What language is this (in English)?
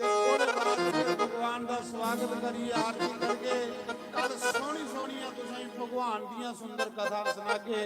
Dogri